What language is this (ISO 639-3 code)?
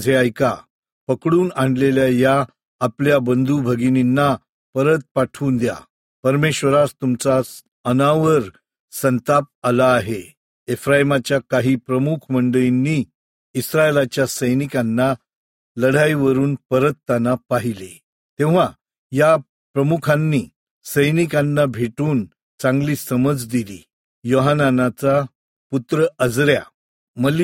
mar